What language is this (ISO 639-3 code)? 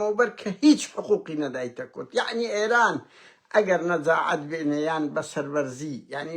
ckb